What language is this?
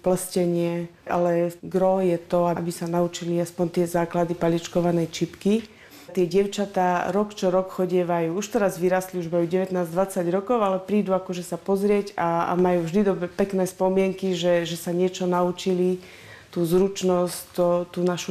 Slovak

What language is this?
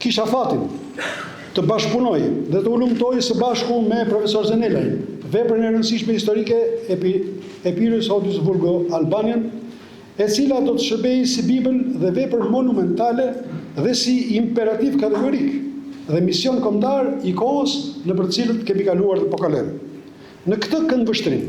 Albanian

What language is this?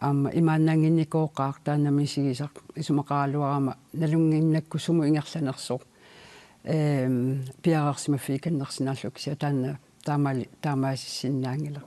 Kalaallisut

